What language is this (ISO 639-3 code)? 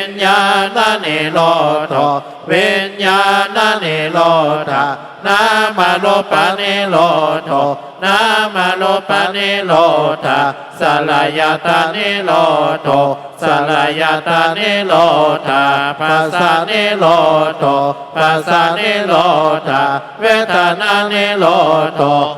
pli